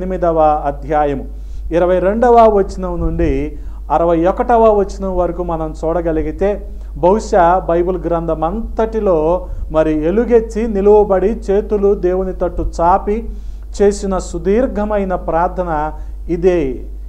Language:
Telugu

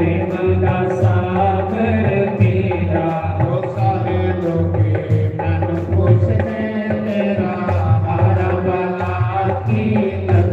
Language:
Dogri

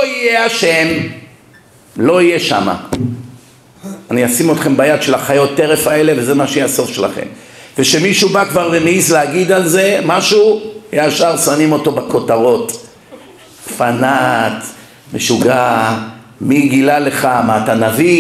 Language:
Hebrew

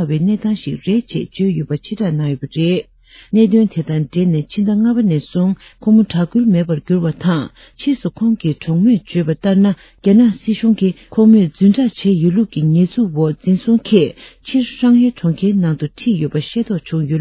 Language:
Tibetan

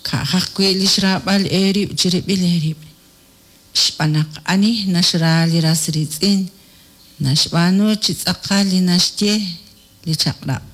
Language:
Kekchí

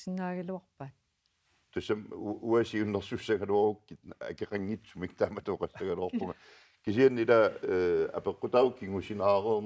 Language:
Kalaallisut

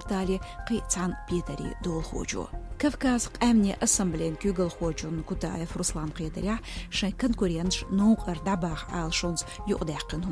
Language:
Chechen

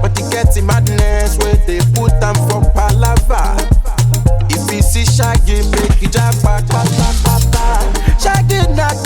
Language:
Nigerian Pidgin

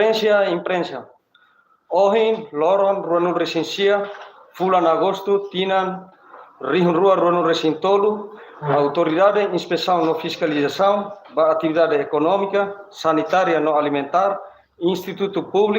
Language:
Tetum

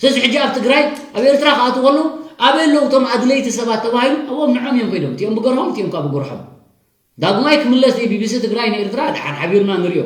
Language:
Tigrinya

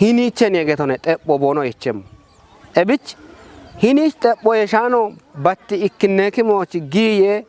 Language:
Kafa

